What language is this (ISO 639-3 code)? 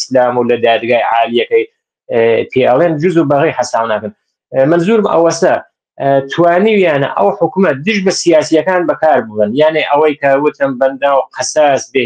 ckb